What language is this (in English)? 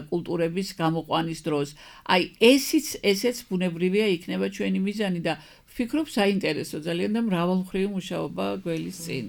Georgian